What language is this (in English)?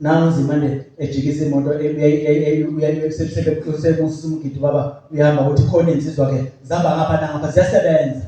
Zulu